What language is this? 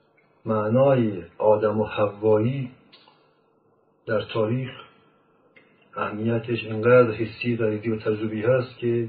Persian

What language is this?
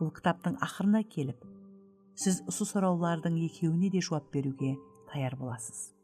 Kara-Kalpak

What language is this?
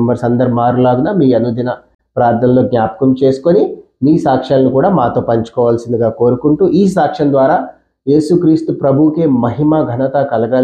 Telugu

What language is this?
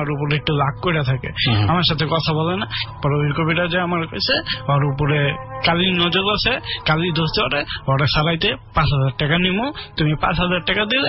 Bangla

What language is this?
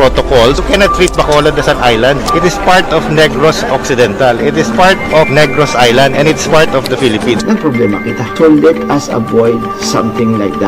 Hiligaynon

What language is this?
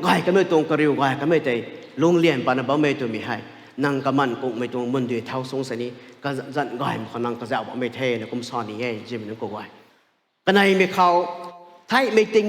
Rongmei Naga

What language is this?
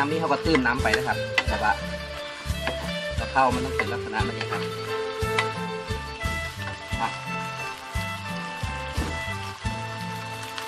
Thai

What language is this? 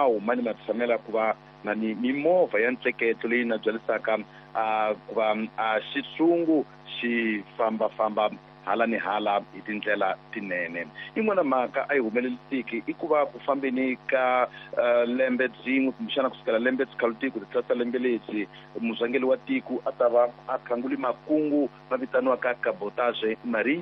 Tsonga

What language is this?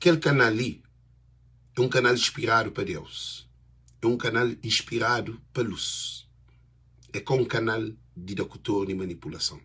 Kabuverdianu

